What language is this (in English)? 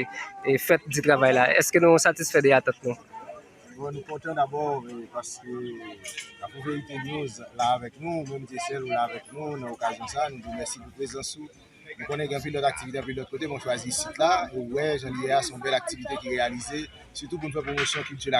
Haitian Creole